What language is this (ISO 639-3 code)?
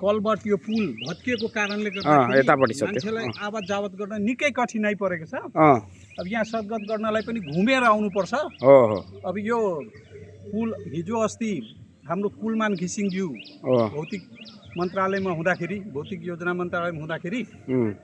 nep